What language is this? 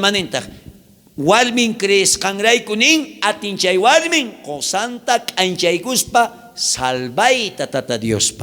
South Bolivian Quechua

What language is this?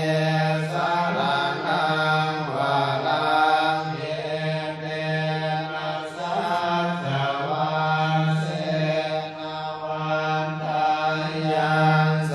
Pali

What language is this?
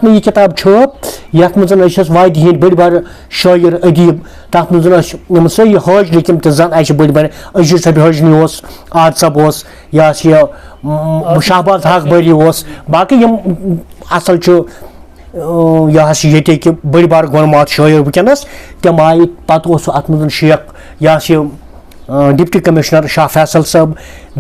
Kashmiri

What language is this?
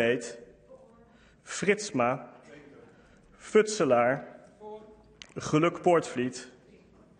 Dutch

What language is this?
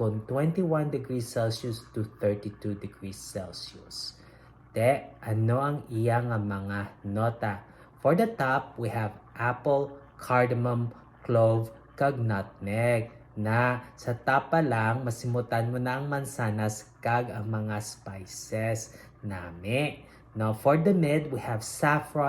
Hiligaynon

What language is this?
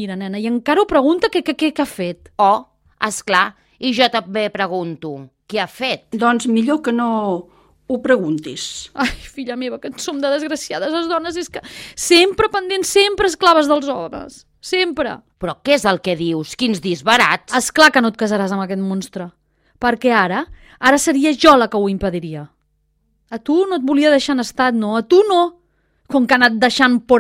Catalan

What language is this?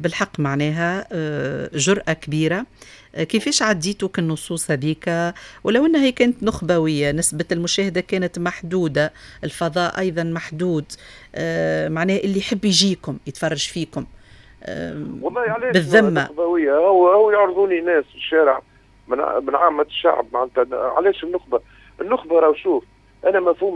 Tunisian Arabic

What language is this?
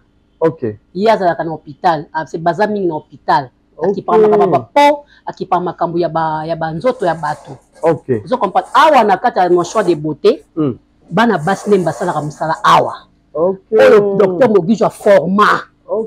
Lingala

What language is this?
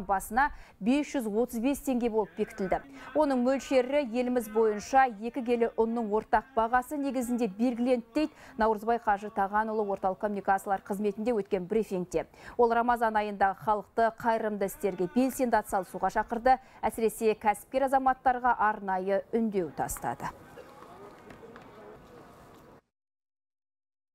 Kazakh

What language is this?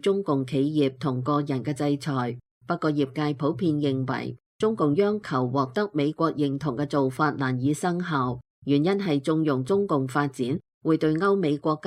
Cantonese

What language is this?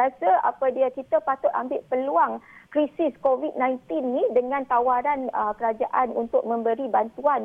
Malay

